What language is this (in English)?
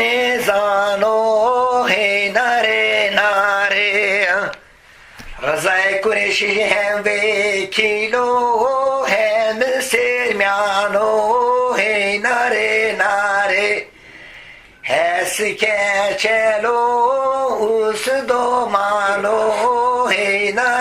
Zaza